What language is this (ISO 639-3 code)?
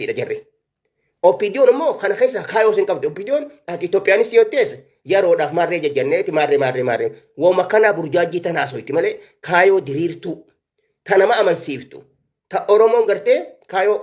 orm